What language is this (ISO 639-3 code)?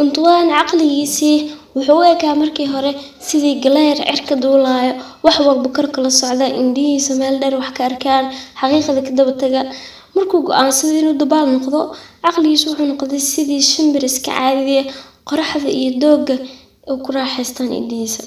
som